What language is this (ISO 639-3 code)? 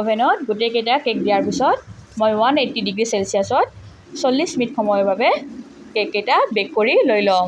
asm